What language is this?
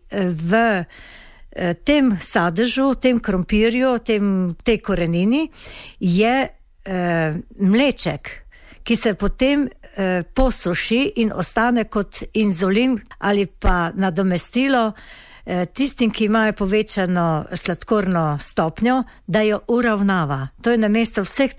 Slovenian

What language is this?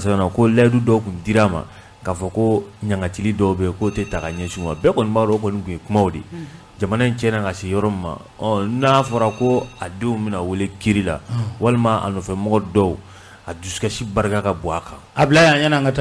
Bambara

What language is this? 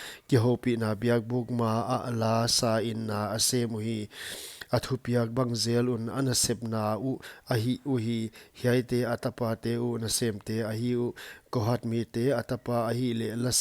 Paite Chin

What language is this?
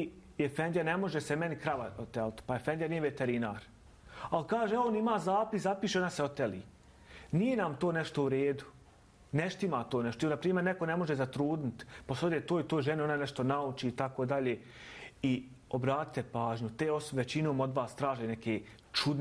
Bosnian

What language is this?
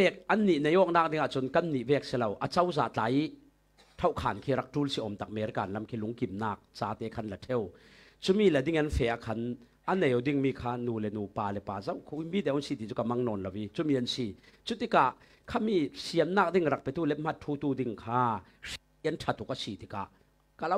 Falam Chin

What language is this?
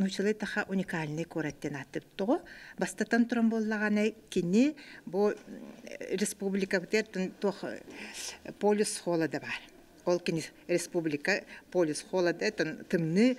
Yakut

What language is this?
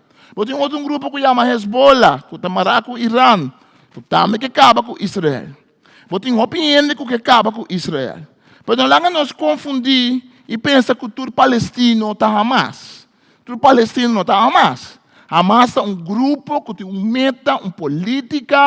Papiamento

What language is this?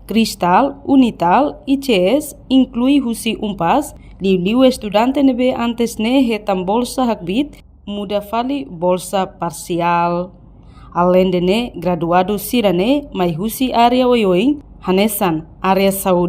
Tetum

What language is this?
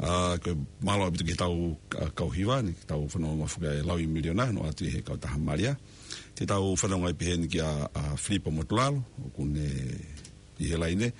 Tongan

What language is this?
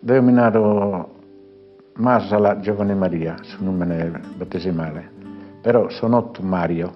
Sardinian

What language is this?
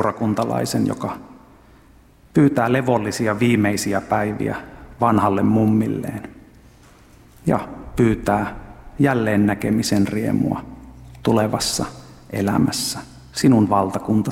Finnish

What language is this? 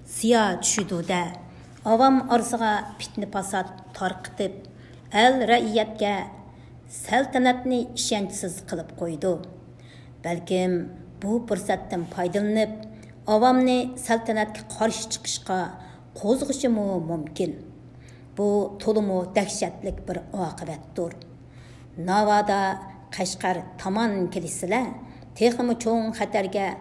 Uyghur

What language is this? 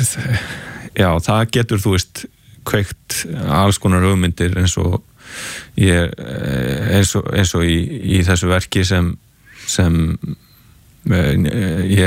Icelandic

